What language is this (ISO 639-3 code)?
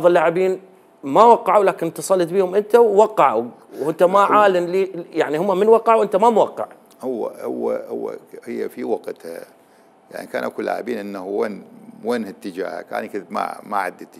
acm